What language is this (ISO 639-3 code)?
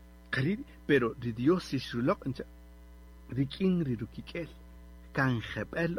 cak